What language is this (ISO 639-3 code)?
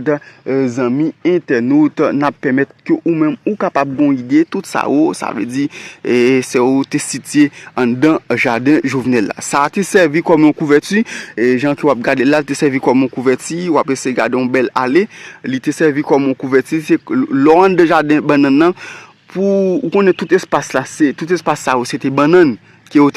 hat